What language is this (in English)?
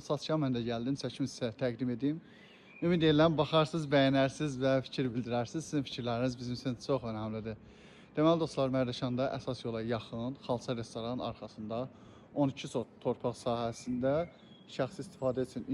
Azerbaijani